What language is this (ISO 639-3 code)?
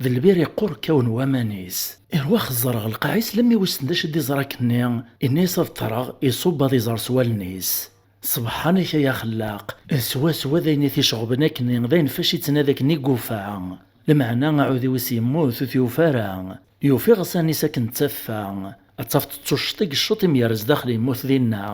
kab